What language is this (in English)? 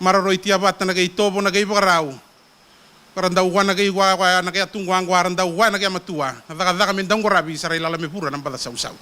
Fijian